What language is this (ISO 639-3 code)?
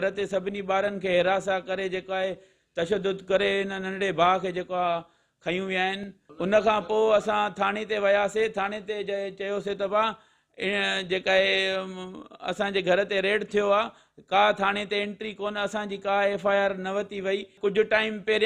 snd